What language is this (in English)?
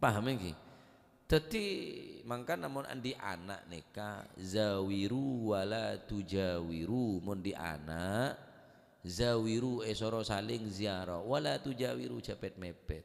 Madurese